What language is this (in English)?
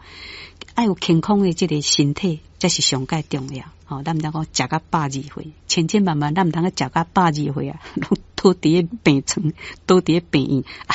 Min Nan Chinese